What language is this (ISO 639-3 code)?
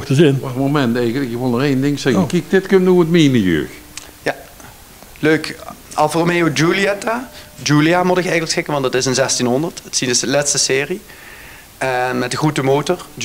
lim